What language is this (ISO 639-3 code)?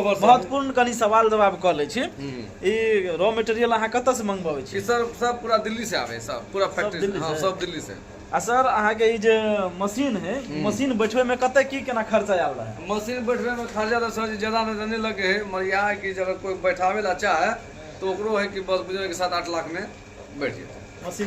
mai